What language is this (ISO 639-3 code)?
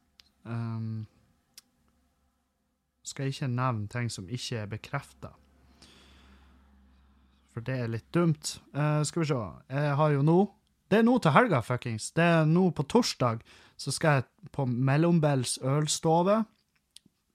nor